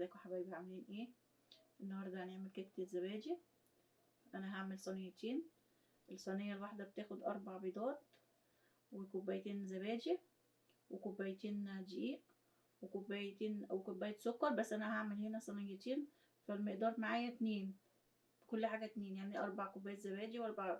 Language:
Egyptian Arabic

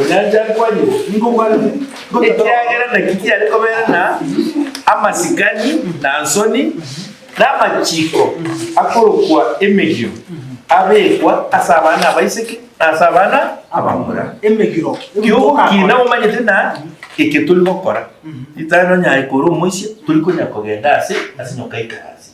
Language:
Gusii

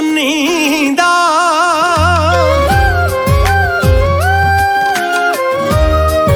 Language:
Punjabi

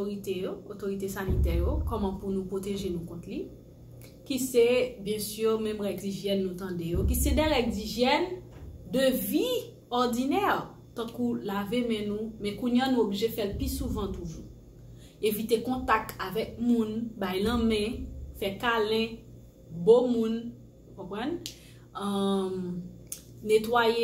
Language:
Haitian Creole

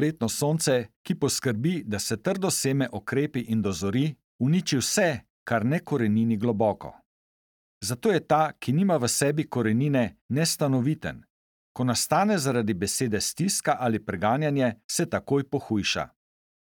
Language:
Slovenian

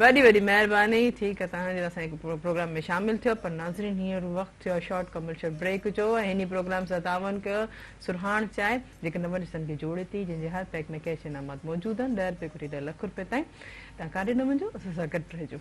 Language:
Sindhi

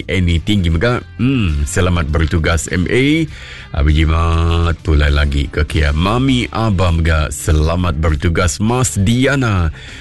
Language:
Iban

